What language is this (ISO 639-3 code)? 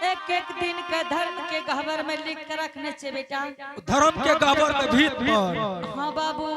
anp